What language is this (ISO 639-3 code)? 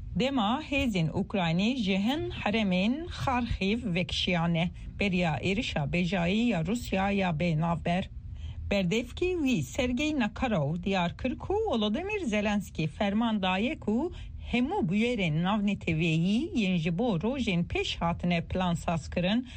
kur